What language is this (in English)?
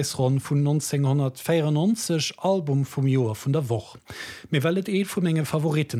Luxembourgish